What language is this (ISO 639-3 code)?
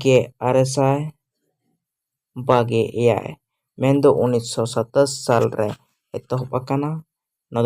sat